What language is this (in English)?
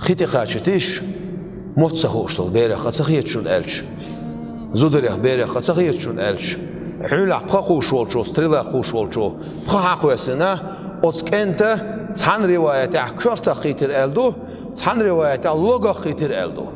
Chechen